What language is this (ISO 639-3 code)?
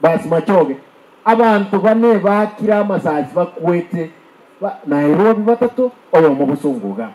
guz